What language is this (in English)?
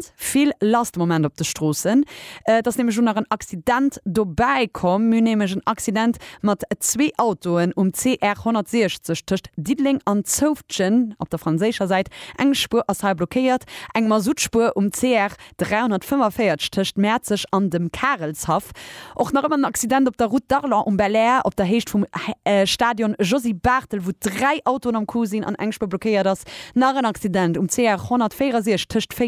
Luxembourgish